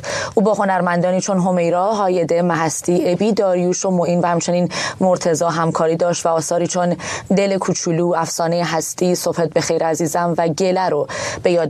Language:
Persian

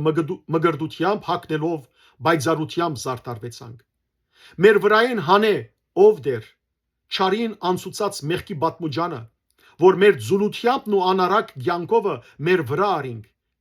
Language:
Western Armenian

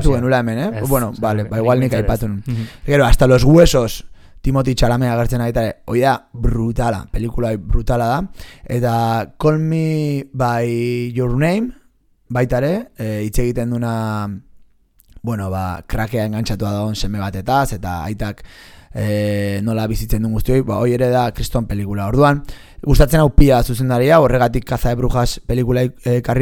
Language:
Basque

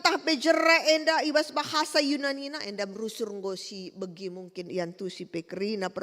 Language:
Batak Karo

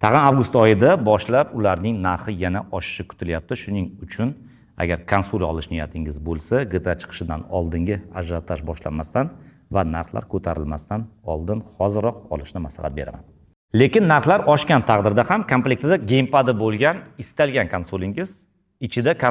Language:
Uzbek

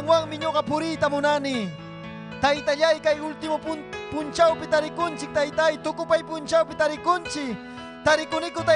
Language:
Ayacucho Quechua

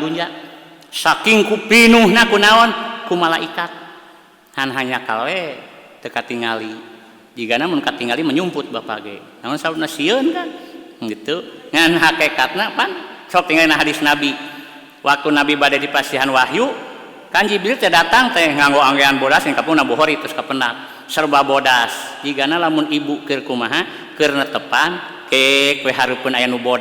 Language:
Sundanese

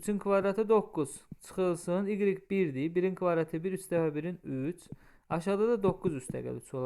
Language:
Azerbaijani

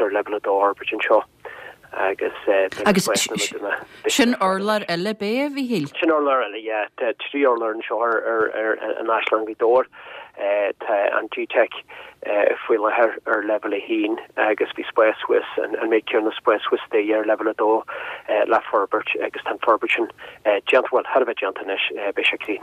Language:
Irish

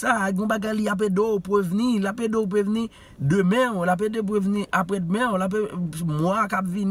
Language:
Haitian Creole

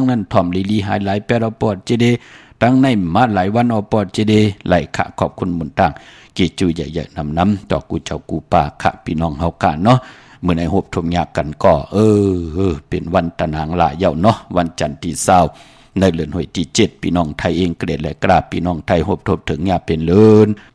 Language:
Shan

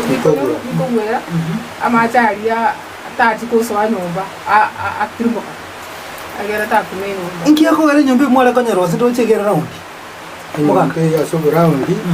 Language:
Gusii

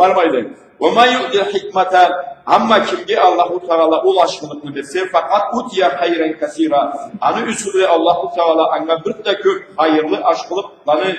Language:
Karachay-Balkar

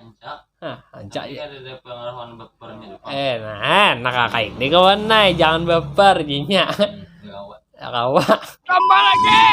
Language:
Banjar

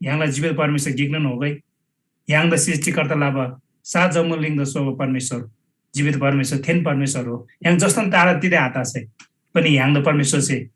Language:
Eastern Tamang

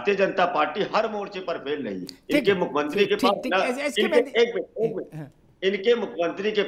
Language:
Hindi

